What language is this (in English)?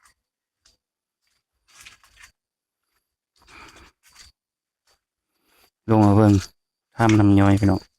Lao